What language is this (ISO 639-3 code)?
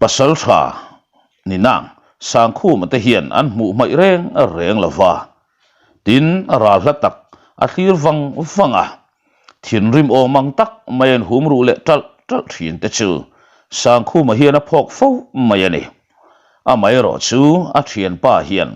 lus